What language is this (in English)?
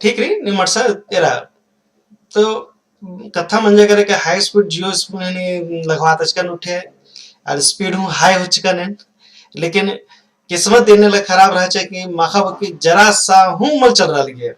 Kurukh